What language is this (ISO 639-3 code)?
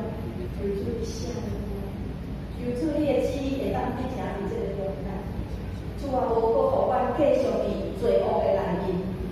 nan